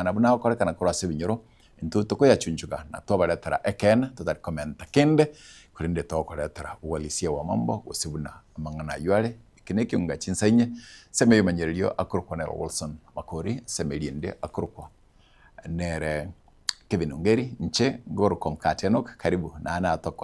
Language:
Gusii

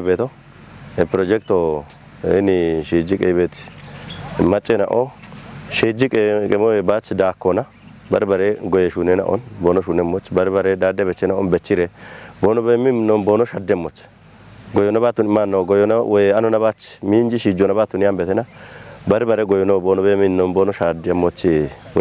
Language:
Kafa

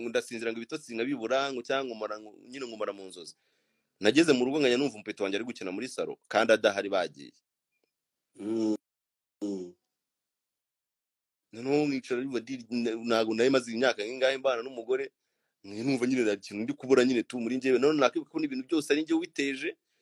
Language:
Kinyarwanda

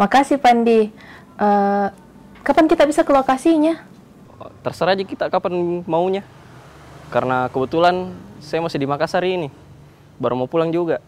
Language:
Makassar Malay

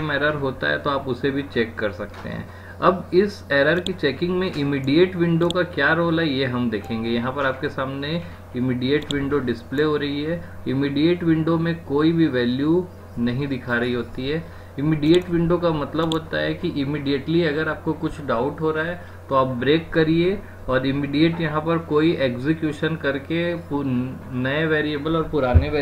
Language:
Hindi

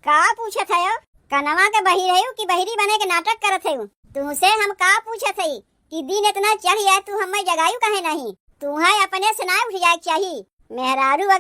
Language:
Awadhi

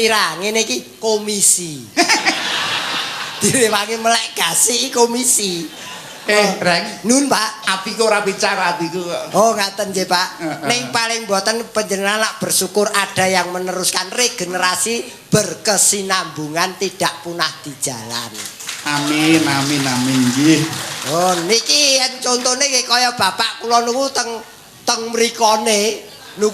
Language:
Javanese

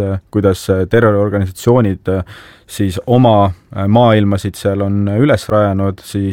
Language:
Estonian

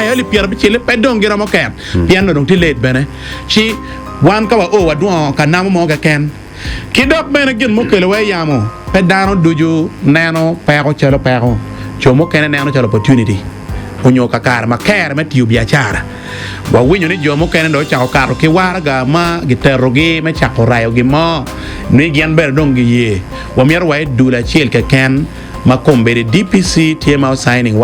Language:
Acoli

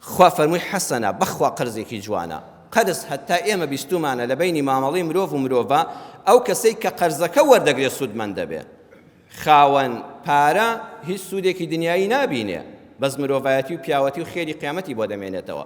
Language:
Central Kurdish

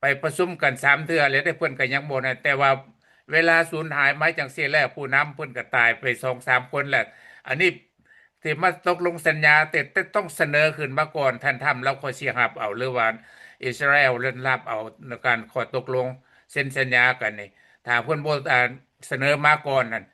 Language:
Lao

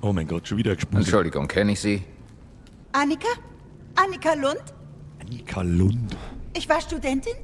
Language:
Bavarian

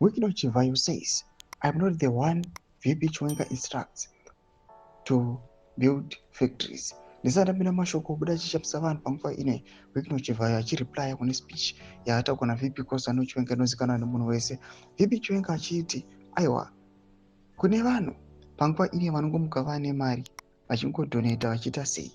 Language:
Shona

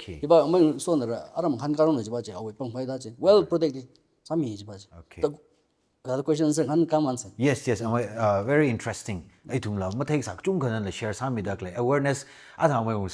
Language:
Tangkhul Naga (India)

